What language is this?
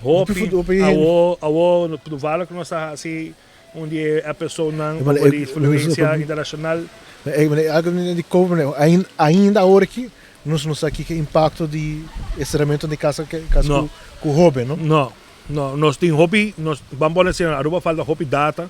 Papiamento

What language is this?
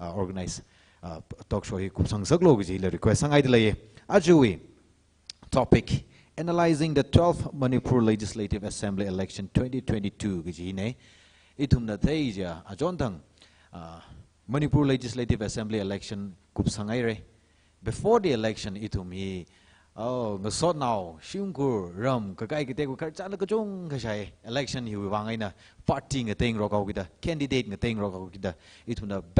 Tangkhul Naga (India)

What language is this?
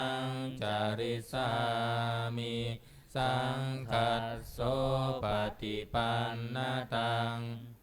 Pali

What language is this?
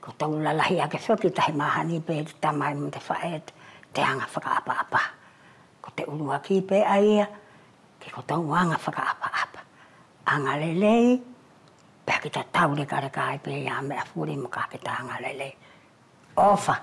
Wallisian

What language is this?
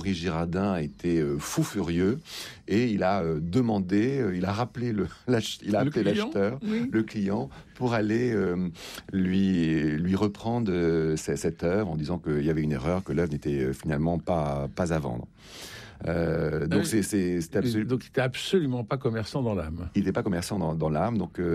French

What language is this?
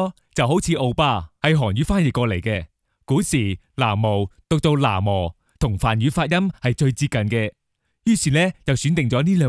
Cantonese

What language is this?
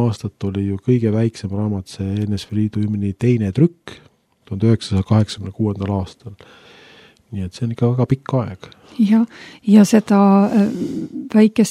Estonian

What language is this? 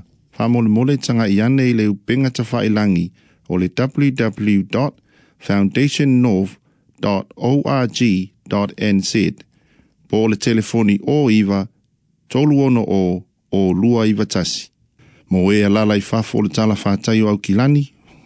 Samoan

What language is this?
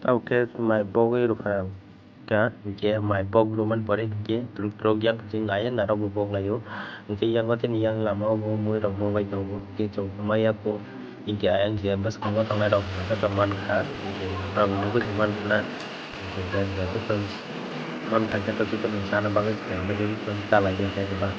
Kok Borok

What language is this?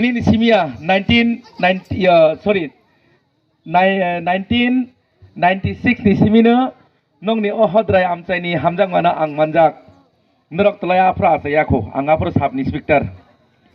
Kok Borok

